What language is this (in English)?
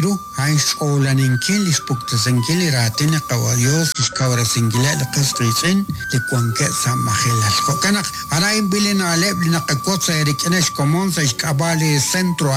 Kekchí